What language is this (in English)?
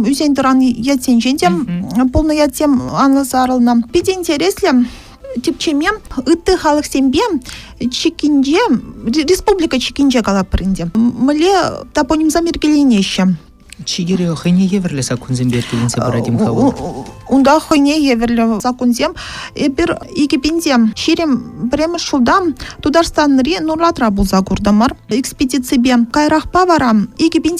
Chuvash